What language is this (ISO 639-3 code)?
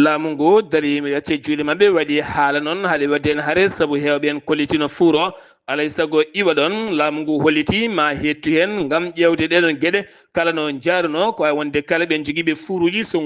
ful